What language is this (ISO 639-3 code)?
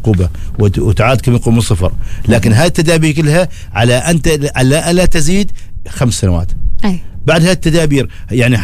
ara